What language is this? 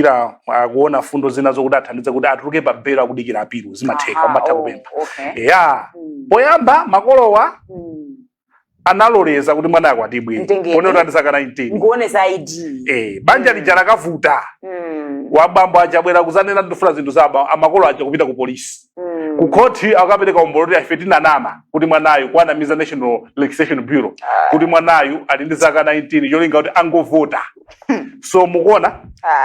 Nyanja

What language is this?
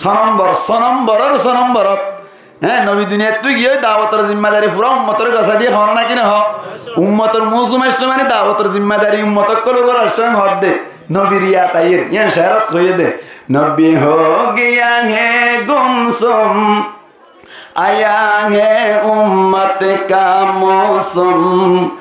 Rohingya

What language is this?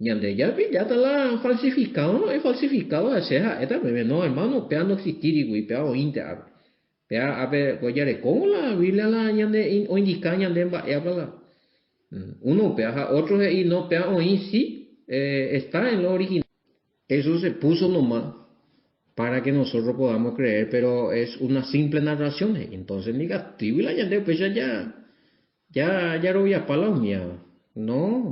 Guarani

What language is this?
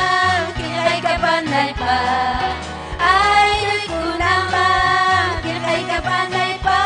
Ayacucho Quechua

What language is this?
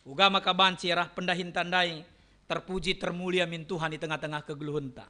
Batak Karo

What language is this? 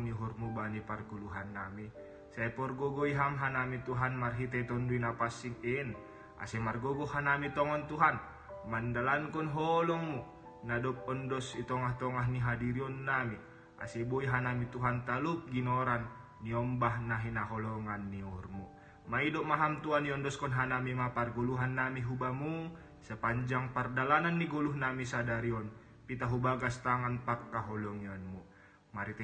Batak Simalungun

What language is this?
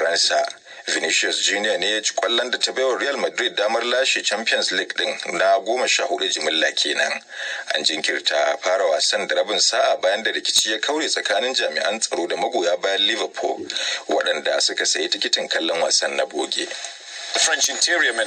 Hausa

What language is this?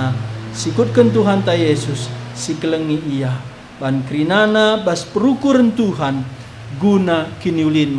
Batak Karo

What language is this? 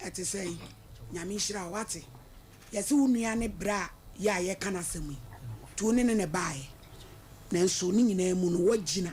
Akan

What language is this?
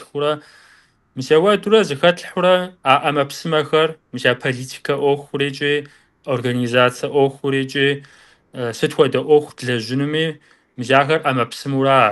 Kabardian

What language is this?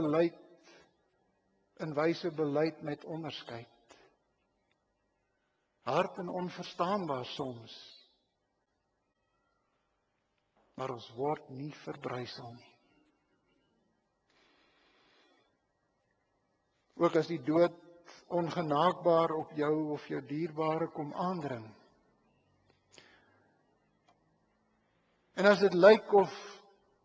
Afrikaans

